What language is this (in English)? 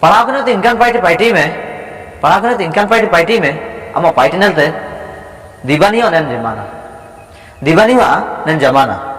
Ho